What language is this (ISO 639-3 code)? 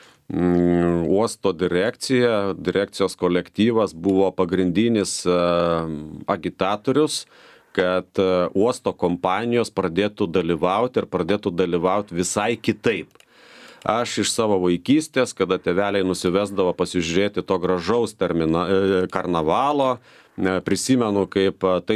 lit